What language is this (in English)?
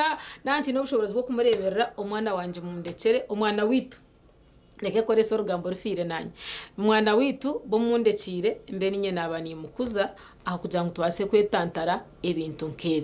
Nyankole